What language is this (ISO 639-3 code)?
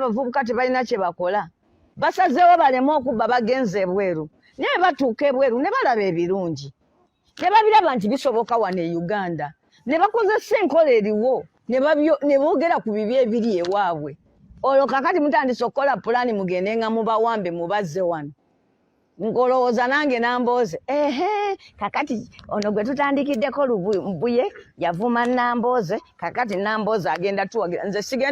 lug